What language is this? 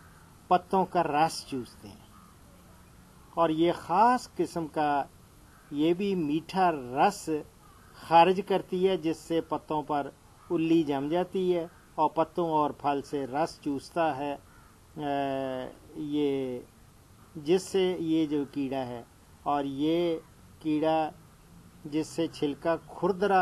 Urdu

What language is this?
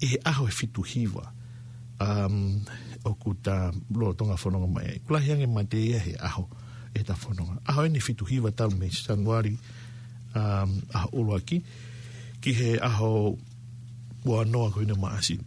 Tongan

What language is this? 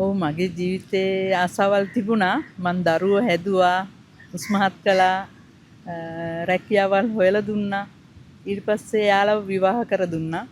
Sinhala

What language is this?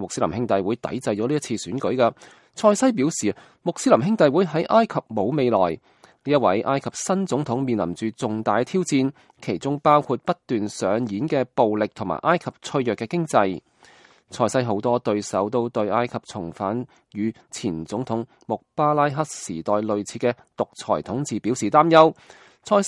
Cantonese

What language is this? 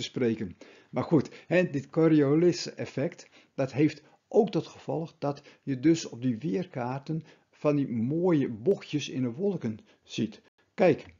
Dutch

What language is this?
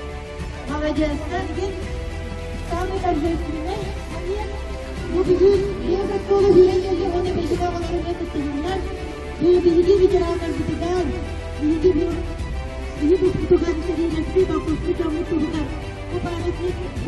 Yakut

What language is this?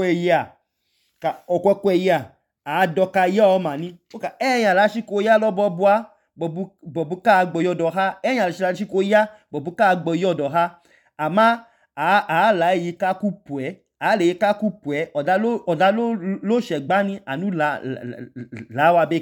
Idoma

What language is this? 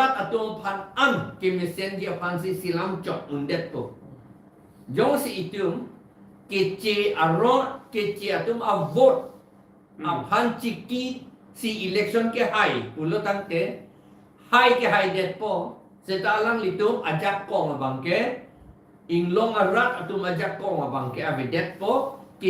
Karbi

